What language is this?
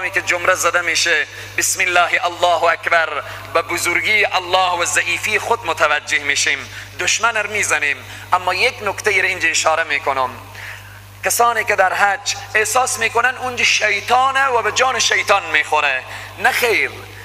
Persian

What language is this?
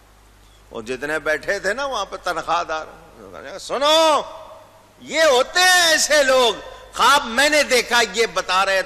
Urdu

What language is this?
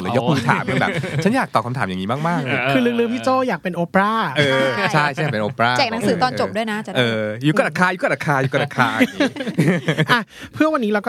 Thai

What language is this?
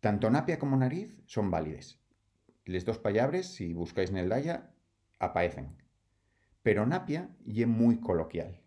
Asturian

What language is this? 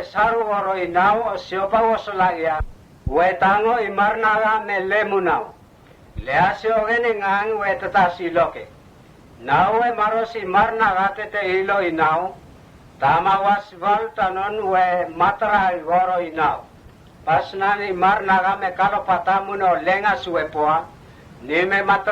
Mota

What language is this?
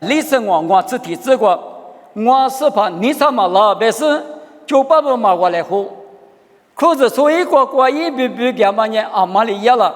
Lisu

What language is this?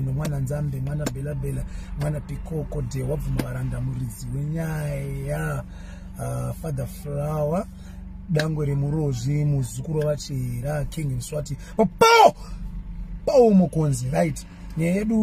Shona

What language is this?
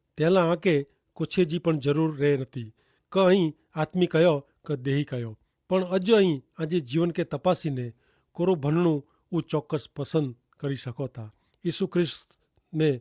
Kachhi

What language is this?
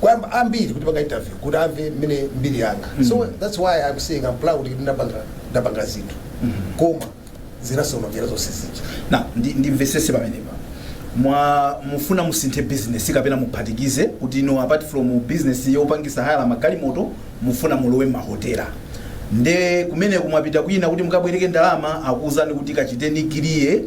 Nyanja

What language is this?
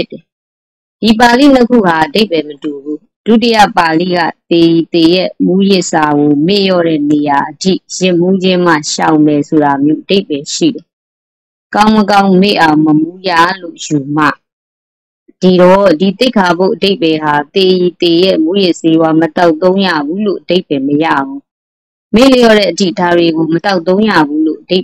Burmese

